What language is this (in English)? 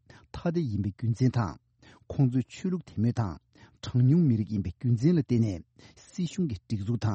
Tibetan